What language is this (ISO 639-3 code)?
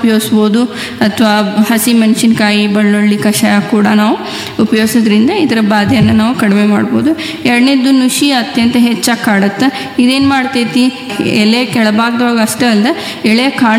kan